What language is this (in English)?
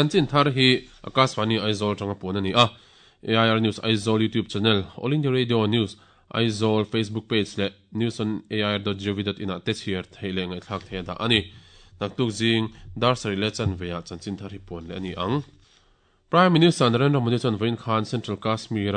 Mizo